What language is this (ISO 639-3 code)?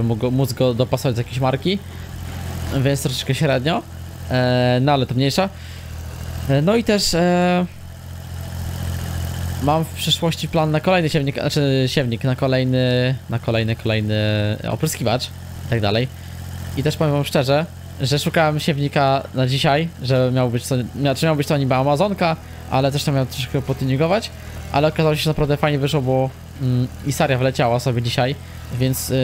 pol